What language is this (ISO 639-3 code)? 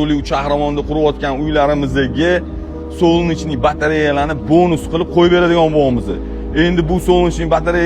uzb